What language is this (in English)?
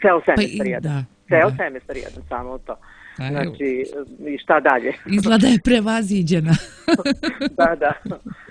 Serbian